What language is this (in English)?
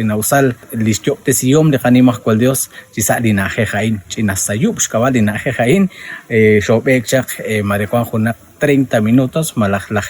Kekchí